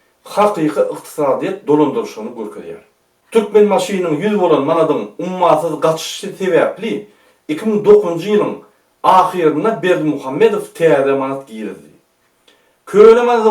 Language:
Turkmen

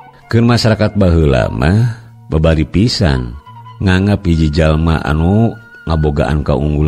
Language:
Sundanese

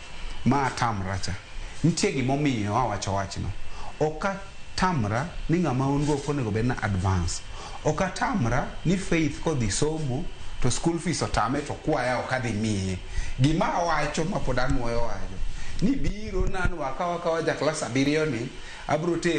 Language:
Luo (Kenya and Tanzania)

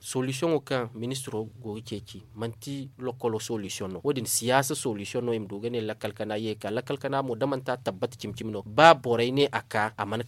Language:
Zarma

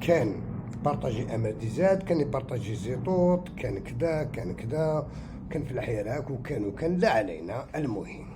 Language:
Algerian Arabic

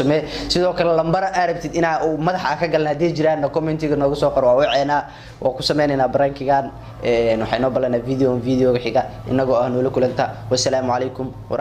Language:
Somali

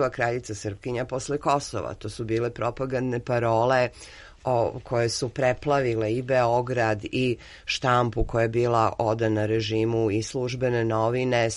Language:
Serbian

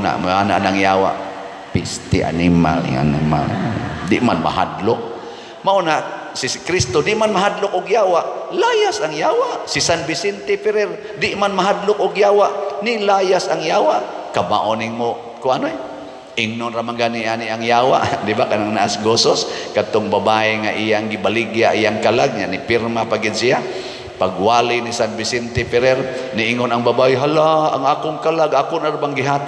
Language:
Cebuano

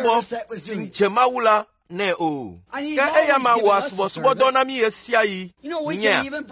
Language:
Ewe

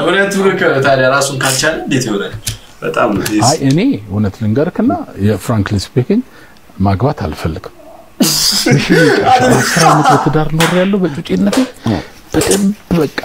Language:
Amharic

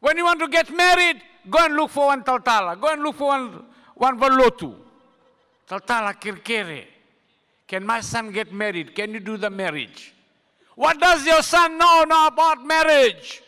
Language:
Fijian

